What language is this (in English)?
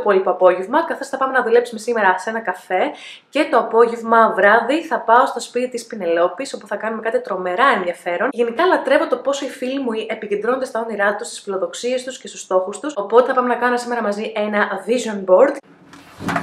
Greek